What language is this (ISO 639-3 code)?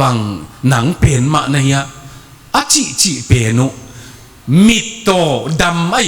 ctd